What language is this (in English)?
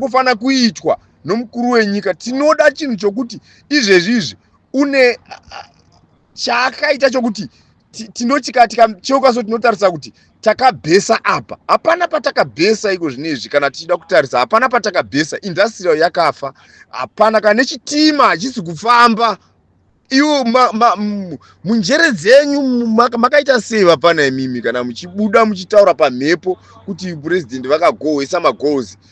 Shona